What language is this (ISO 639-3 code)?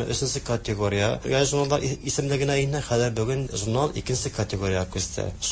tat